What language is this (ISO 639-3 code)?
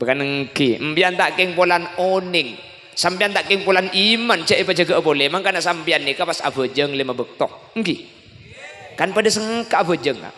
mad